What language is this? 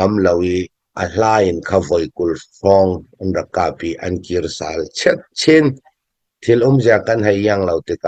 Hakha Chin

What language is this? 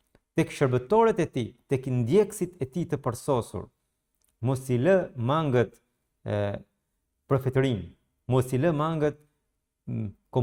Albanian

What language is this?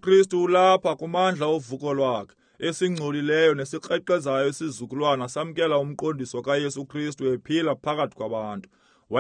Xhosa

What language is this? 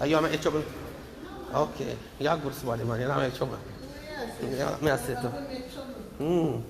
Jamaican Creole English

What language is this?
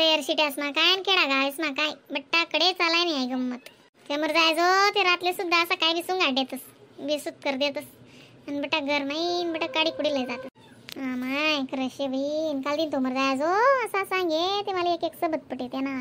Khandesi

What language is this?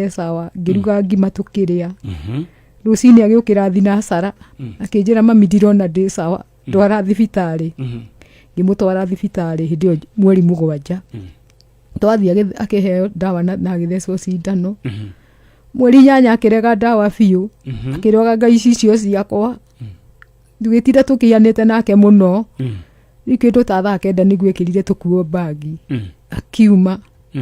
Kikuyu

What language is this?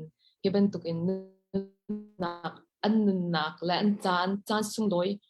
Hakha Chin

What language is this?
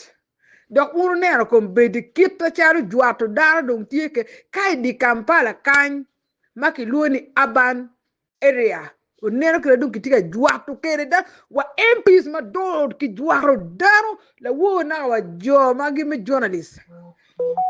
Acoli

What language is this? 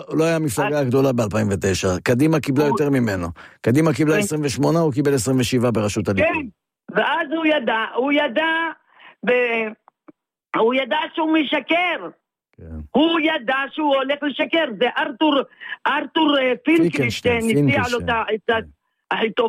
Hebrew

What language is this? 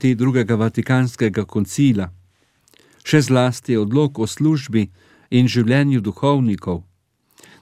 Slovenian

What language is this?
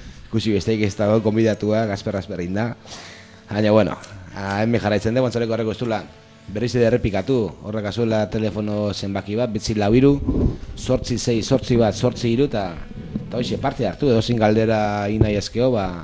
Basque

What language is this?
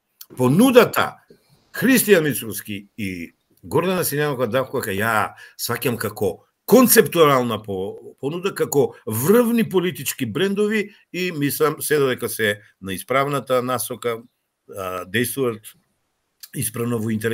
Macedonian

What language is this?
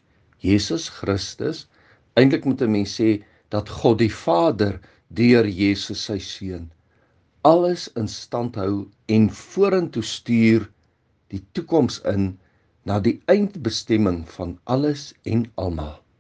Afrikaans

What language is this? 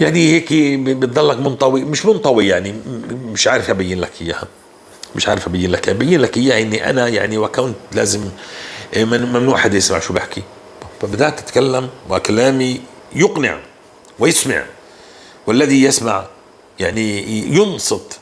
North Levantine Arabic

